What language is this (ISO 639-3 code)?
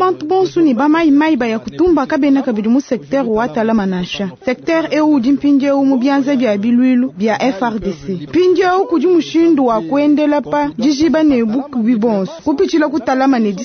lua